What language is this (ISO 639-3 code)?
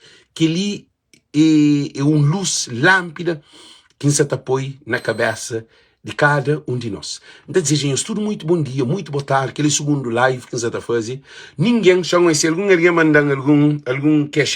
kea